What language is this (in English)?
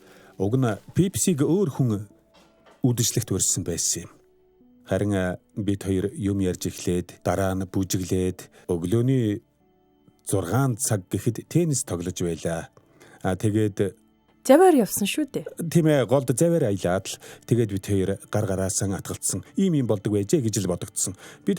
Mongolian